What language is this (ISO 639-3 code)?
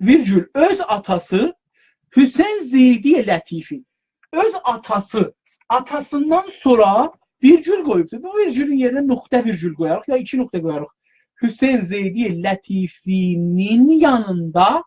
azb